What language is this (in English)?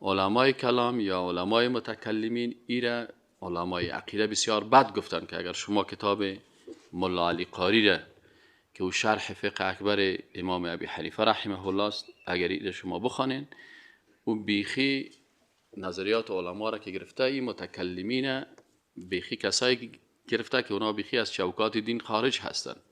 Persian